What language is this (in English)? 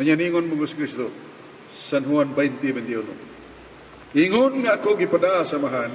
Cebuano